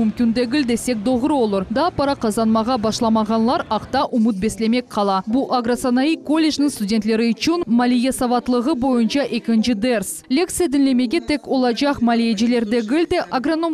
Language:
Crimean Tatar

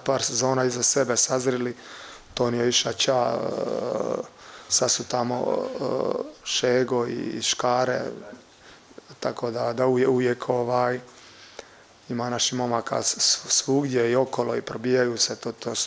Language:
Croatian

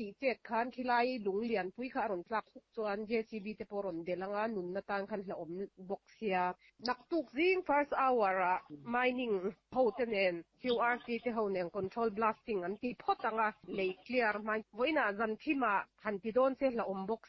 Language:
Mizo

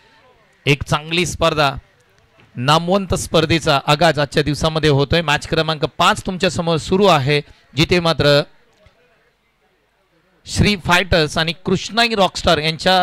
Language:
Marathi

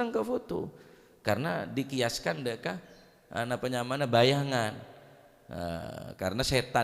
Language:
Madurese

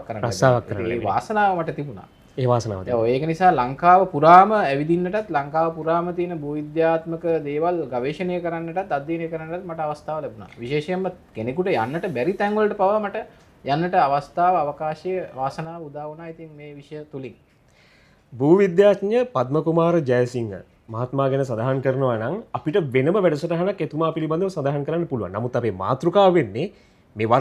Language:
Sinhala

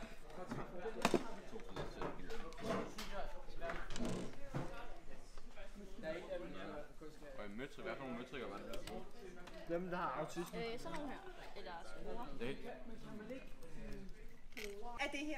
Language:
Danish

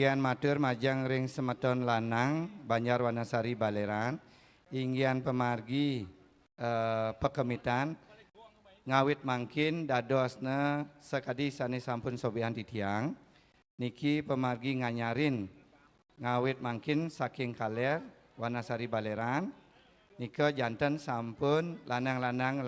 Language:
Balinese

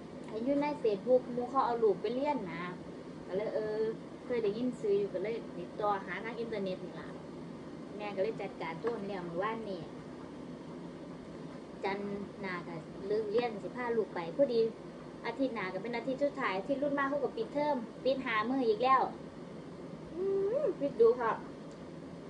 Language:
Thai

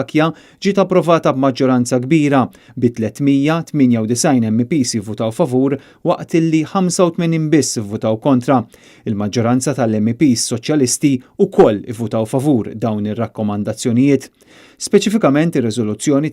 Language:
Maltese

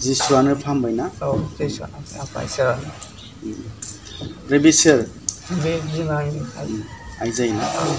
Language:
Bodo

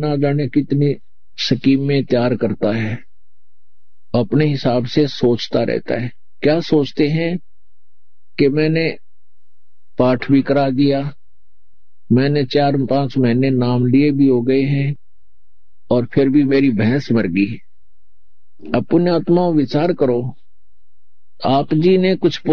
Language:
Hindi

